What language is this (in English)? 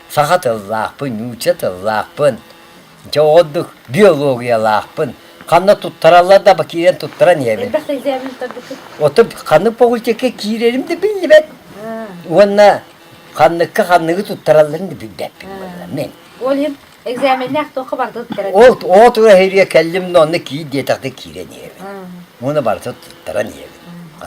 Yakut